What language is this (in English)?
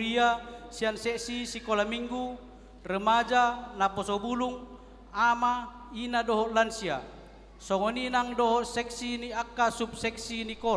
Batak Toba